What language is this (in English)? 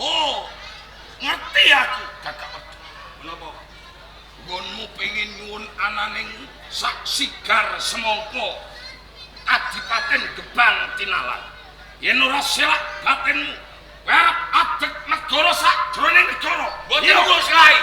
Javanese